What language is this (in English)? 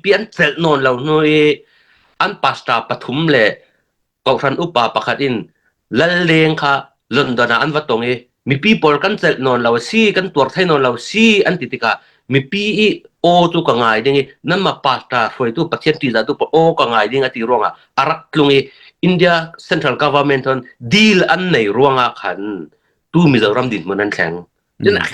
Falam Chin